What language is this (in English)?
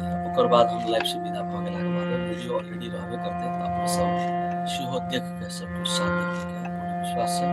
Maithili